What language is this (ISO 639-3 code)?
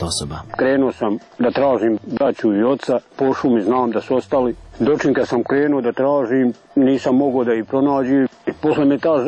srp